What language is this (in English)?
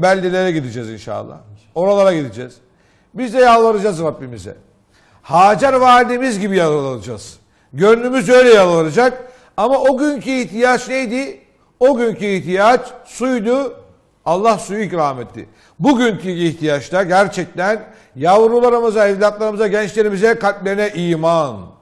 Turkish